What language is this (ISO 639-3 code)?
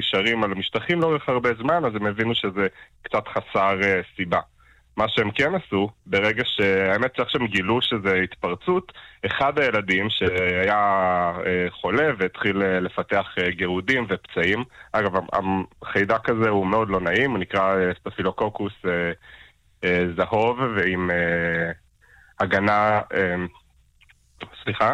heb